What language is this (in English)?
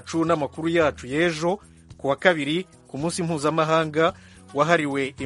Kinyarwanda